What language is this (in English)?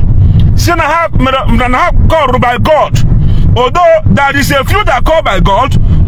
Igbo